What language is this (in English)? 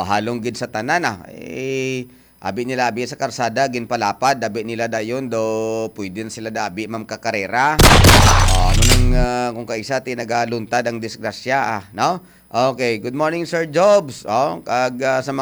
Hiligaynon